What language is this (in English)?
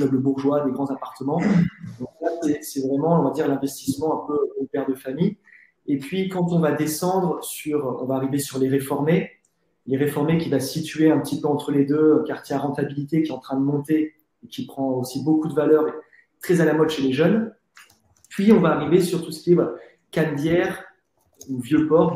French